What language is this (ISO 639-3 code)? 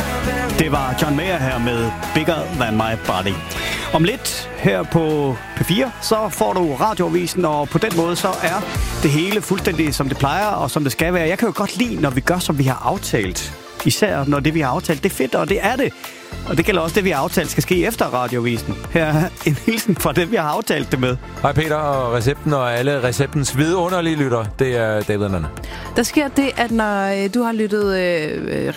dan